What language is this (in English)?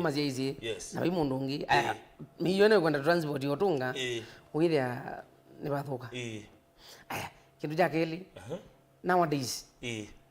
Kamba